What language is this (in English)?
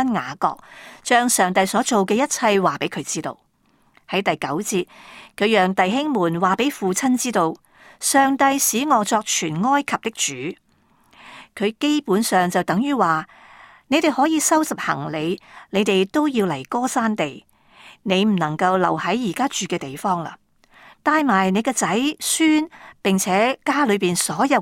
Cantonese